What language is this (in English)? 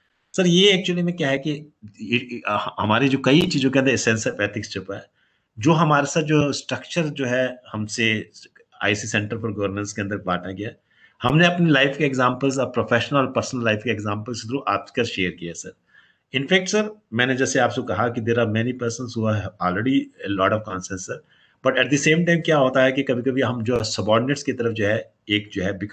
Hindi